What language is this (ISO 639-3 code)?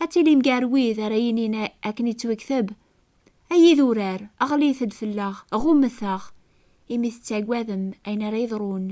kab